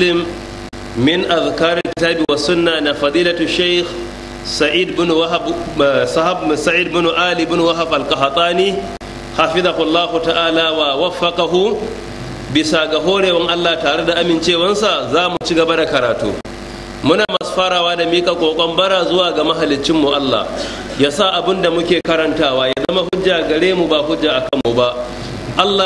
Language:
Hausa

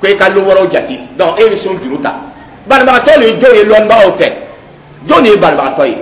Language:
Dyula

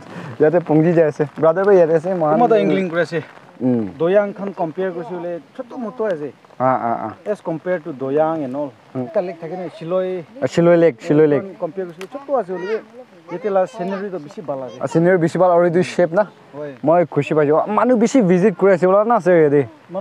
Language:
Naga Pidgin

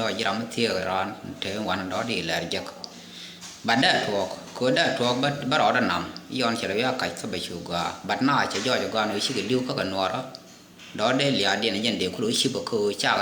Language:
Nuer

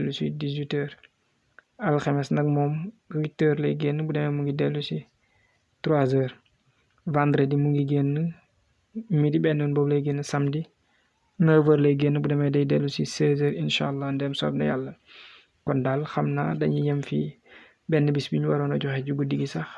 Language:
Wolof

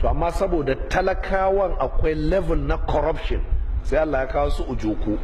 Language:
Hausa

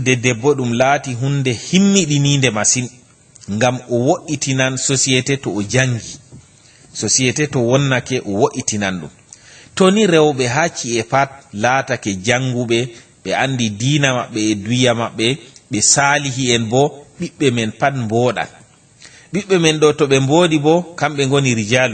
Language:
Fula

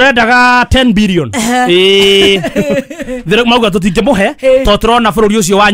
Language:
Kikuyu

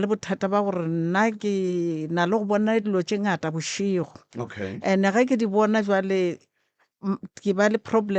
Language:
Northern Sotho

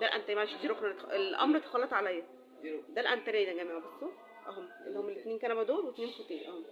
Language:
Egyptian Arabic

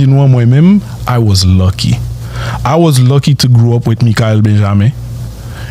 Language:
Haitian Creole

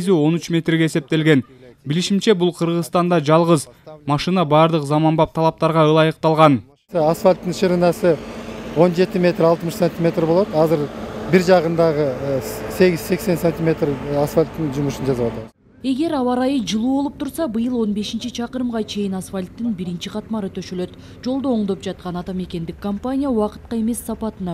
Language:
Kyrgyz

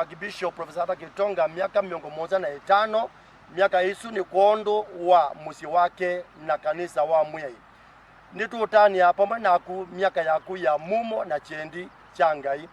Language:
Kamba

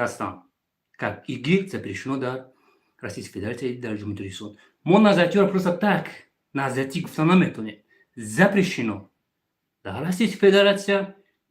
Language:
Tajik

